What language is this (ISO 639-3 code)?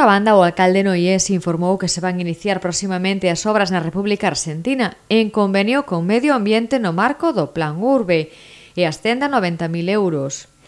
glg